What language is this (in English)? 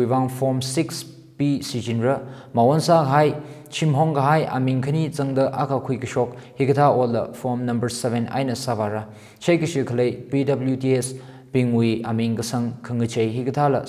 Tangkhul Naga (India)